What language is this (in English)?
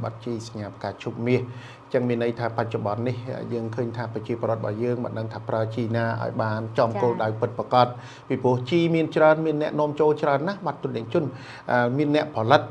Khmer